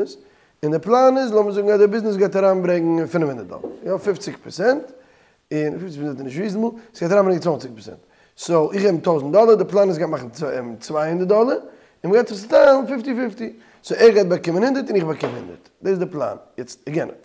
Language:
Yiddish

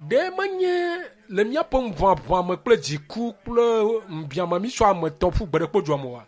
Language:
Ewe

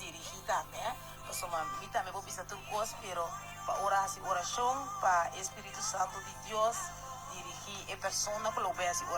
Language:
Papiamento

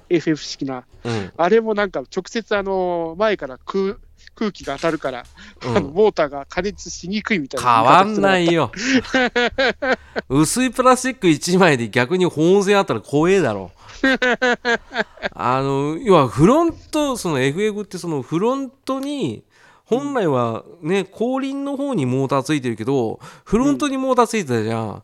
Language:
Japanese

